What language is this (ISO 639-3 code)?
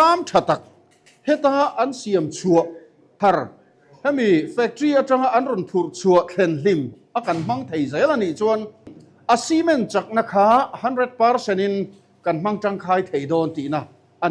lus